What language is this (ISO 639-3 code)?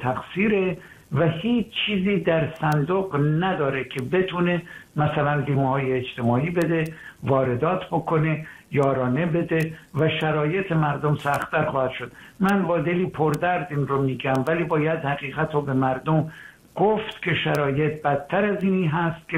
fas